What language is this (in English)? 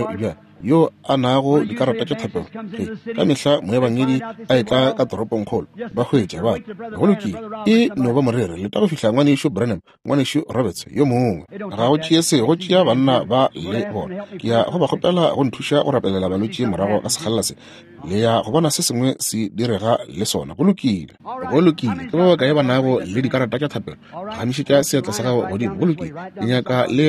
Northern Sotho